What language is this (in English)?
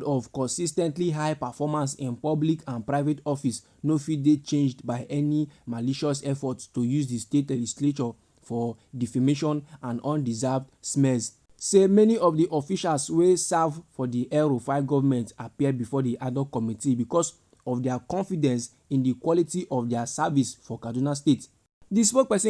Nigerian Pidgin